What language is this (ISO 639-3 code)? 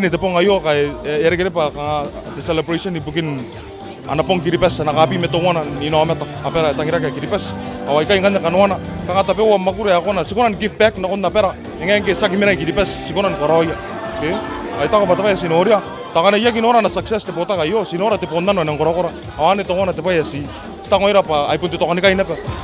gil